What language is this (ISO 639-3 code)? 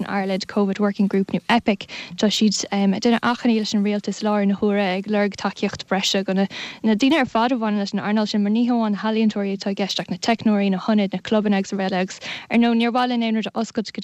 gle